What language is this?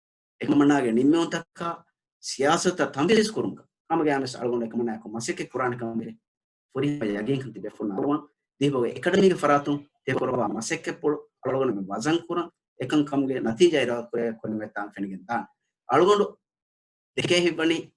Divehi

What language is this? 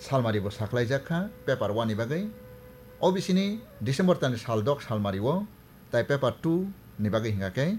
Kok Borok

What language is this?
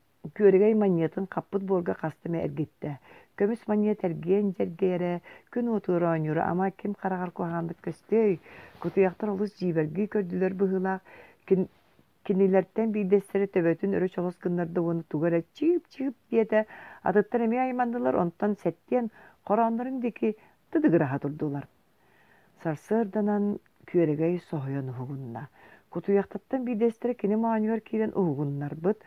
Yakut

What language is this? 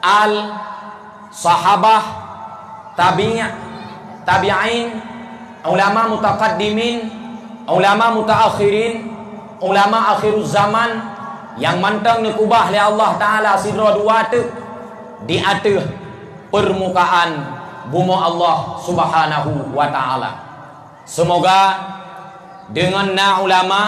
Achinese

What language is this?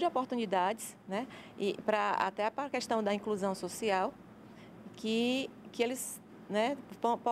Portuguese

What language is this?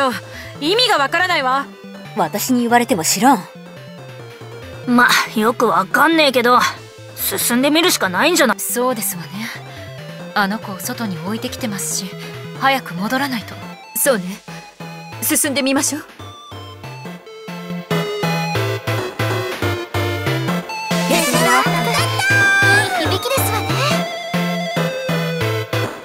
Japanese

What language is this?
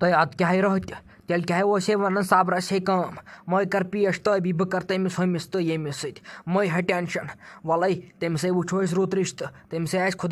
Kashmiri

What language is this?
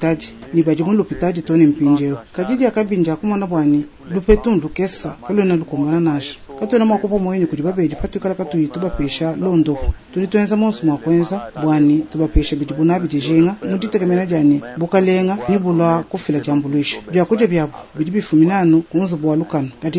Luba-Lulua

